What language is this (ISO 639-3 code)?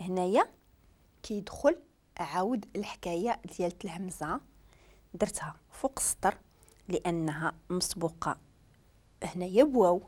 ary